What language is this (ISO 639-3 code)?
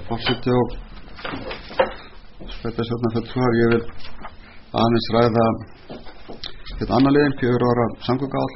isl